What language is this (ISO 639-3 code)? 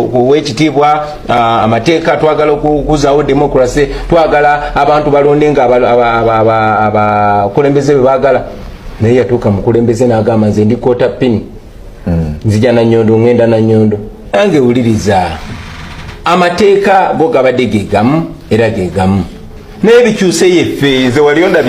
lug